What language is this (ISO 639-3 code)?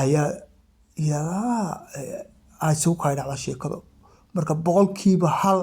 som